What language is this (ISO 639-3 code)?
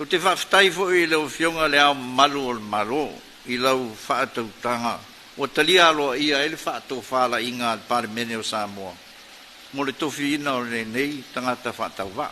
smo